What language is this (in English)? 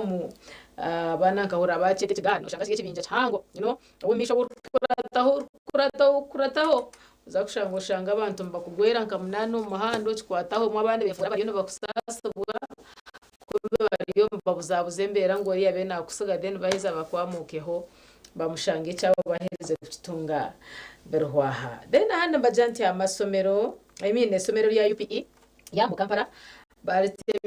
Nyankole